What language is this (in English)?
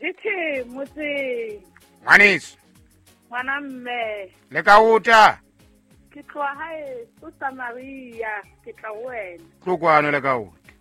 Southern Sotho